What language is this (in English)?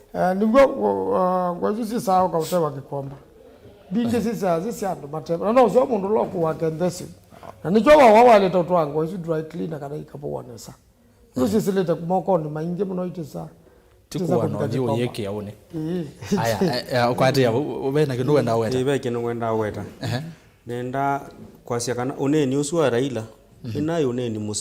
Kamba